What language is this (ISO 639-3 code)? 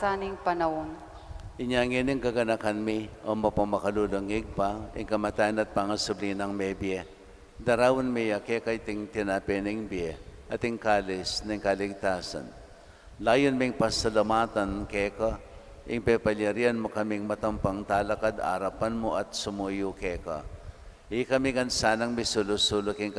pam